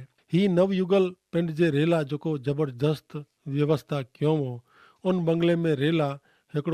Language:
Kachhi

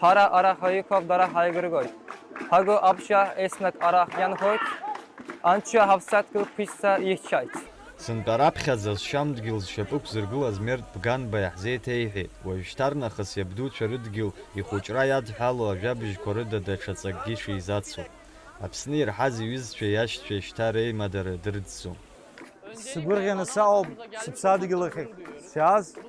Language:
Abkhazian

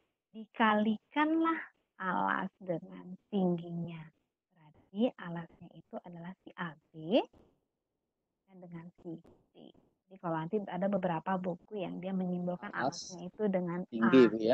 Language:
Indonesian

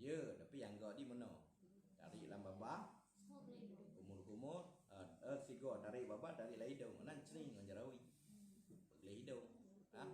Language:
Achinese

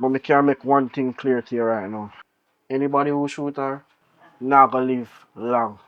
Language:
Jamaican Creole English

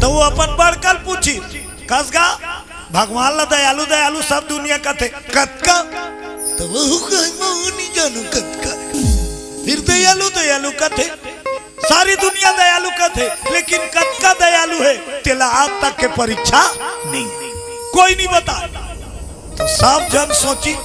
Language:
Chhattisgarhi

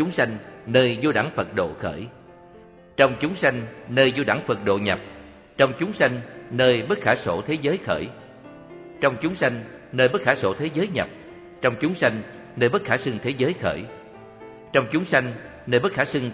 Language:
Vietnamese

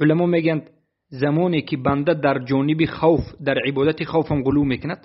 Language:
Tajik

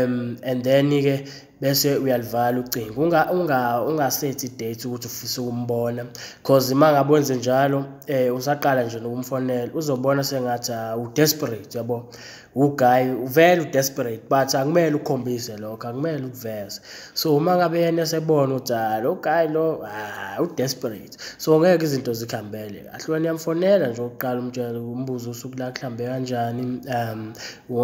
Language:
Zulu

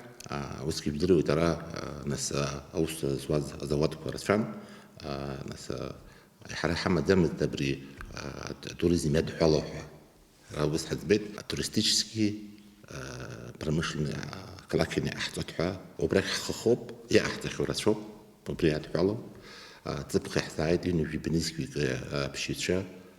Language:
Abkhazian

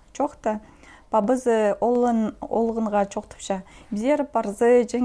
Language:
Khakas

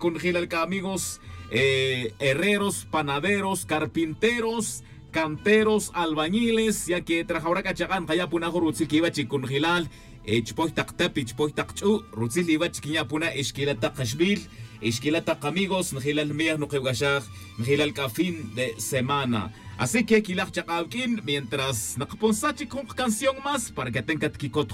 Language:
Tz'utujil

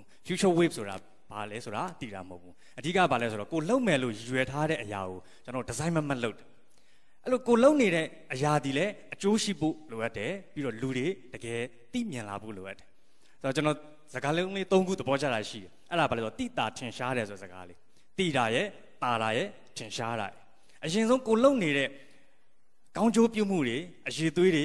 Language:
Burmese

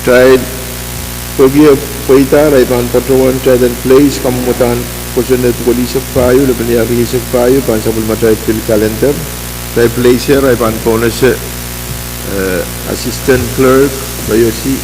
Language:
Pohnpeian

